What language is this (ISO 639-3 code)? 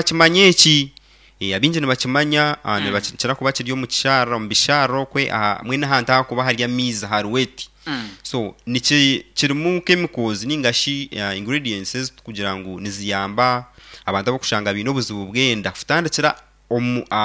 nyn